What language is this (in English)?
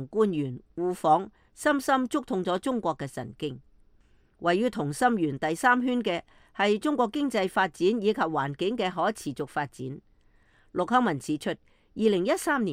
Cantonese